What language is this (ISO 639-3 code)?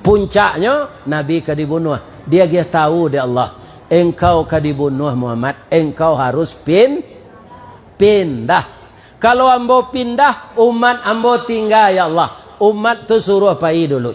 min